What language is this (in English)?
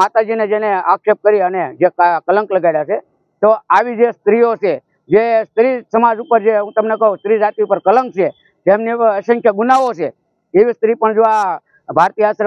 Gujarati